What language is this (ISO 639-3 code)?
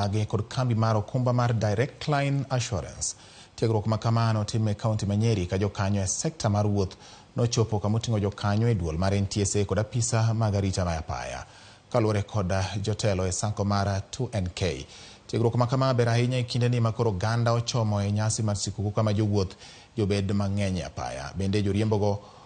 luo